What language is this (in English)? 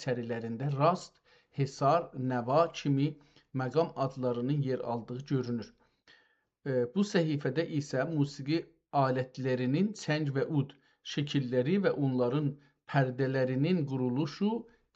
South Azerbaijani